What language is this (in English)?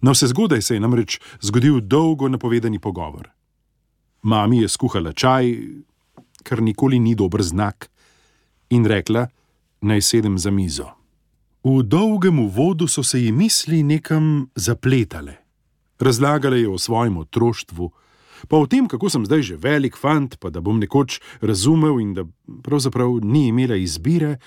Slovenian